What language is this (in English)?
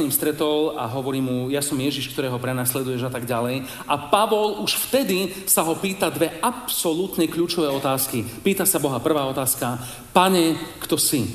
Slovak